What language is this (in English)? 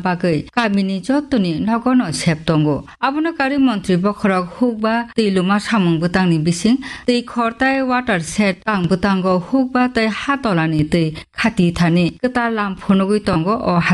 Kok Borok